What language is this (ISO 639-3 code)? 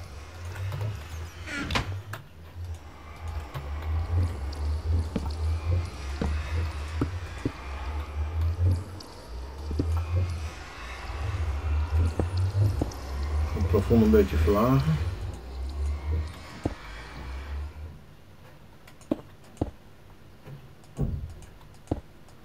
nld